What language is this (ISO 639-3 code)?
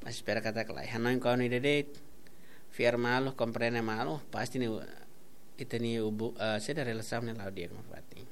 tet